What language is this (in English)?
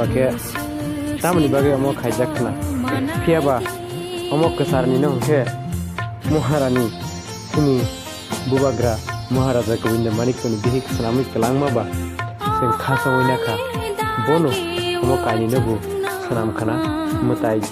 Kok Borok